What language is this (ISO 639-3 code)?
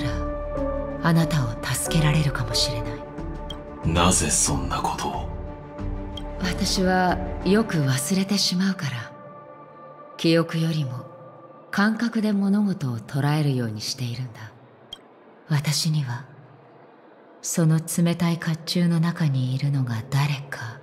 jpn